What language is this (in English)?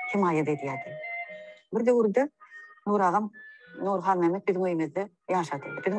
Turkmen